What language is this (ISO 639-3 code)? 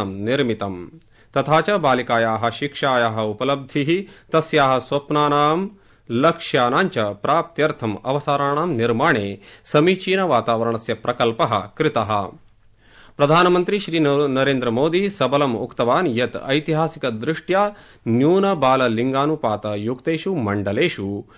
san